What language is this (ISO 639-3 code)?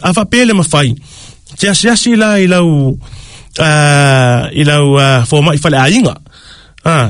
smo